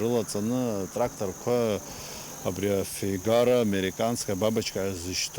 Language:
Abkhazian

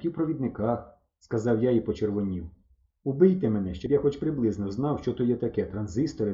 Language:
Ukrainian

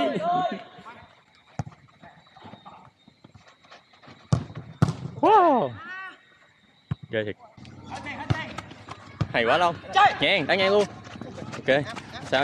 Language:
Vietnamese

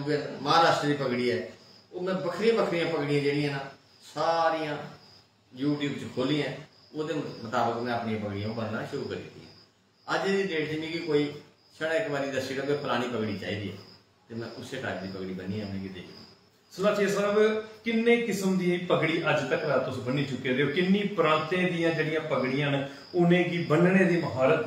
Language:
Dogri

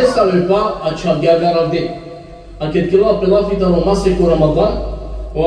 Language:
Balkan Romani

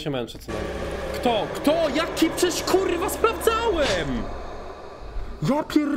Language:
Polish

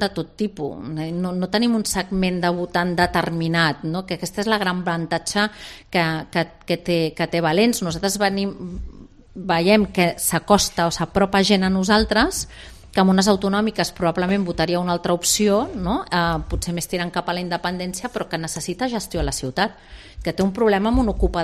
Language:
Catalan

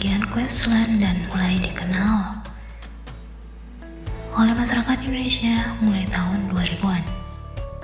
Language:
Indonesian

